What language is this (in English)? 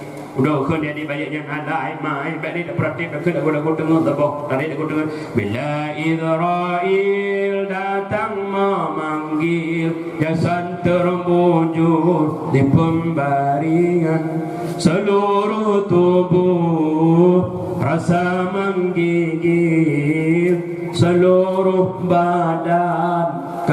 Achinese